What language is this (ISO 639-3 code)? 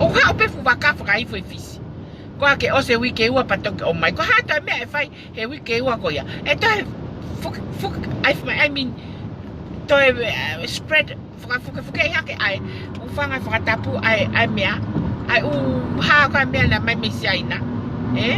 ton